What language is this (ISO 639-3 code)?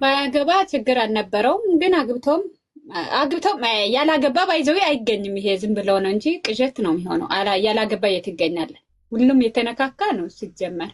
amh